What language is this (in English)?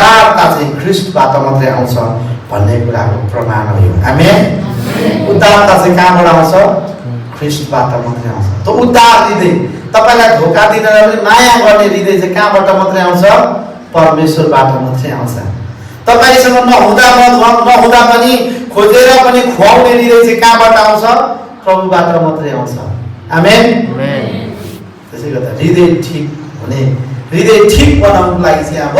Nepali